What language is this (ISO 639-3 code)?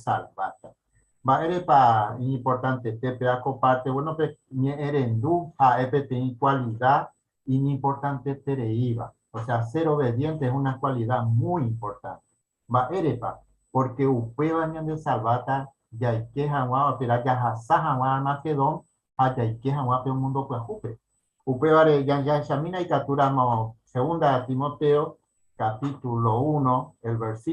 grn